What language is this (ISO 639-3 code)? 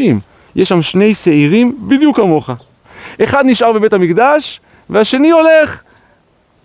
heb